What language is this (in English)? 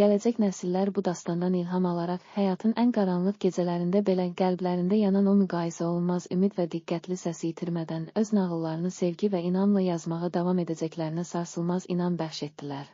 Azerbaijani